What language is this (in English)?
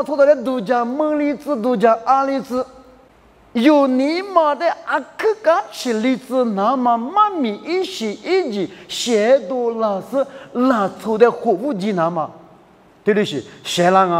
Lisu